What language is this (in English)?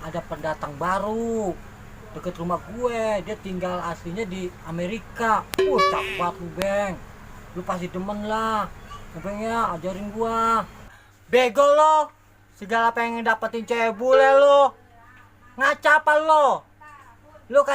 Betawi